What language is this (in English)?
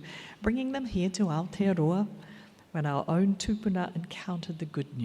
Māori